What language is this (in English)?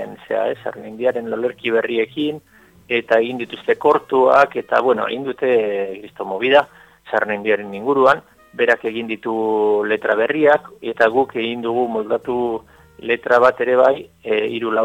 Basque